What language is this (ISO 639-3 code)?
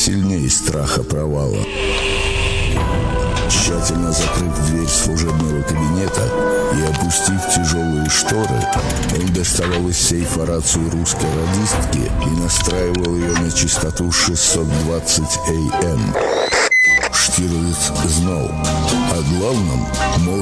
rus